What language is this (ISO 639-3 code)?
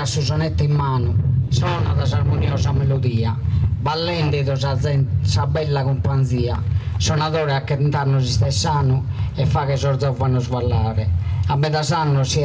srd